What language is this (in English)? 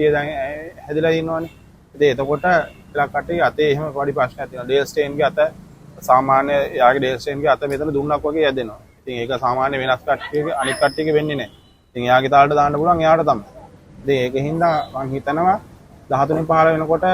Sinhala